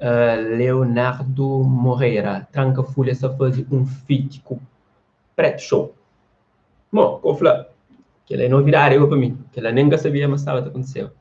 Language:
Kabuverdianu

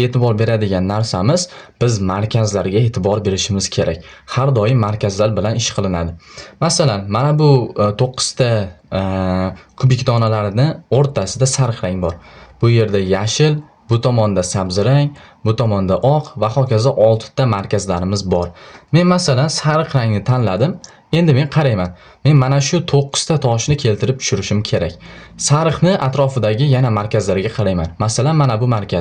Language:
Uzbek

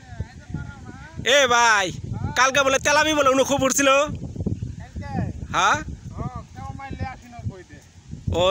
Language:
Bangla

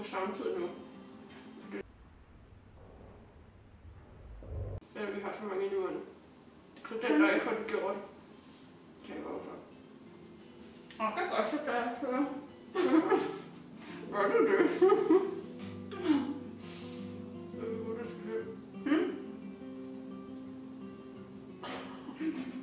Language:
Danish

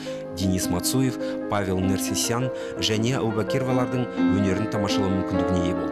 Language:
Kazakh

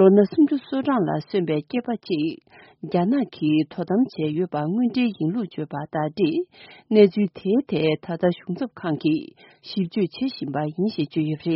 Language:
Tibetan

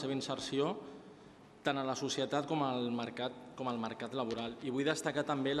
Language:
Catalan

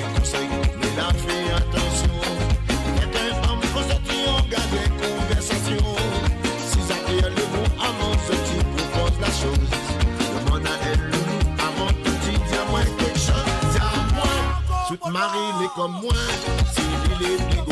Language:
Morisyen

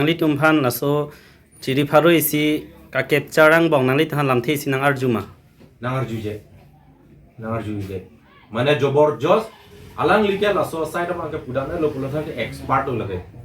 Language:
Karbi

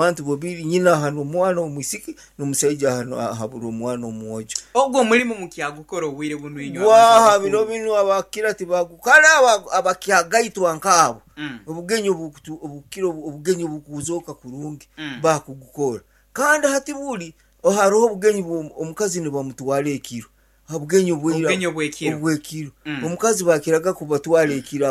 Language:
Nyankole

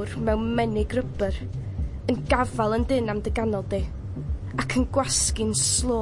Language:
Welsh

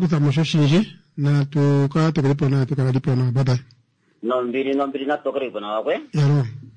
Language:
Kuanyama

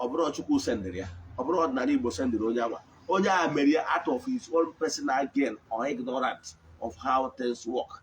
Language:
Igbo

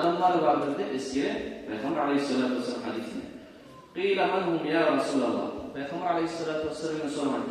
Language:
Kumyk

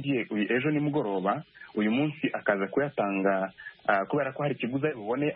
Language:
Kinyarwanda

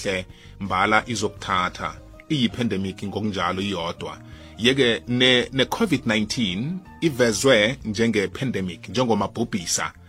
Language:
South Ndebele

